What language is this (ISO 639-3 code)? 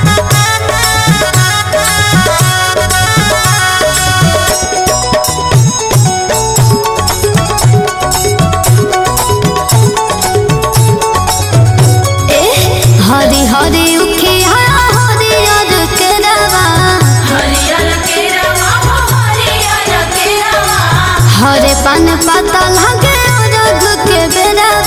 bho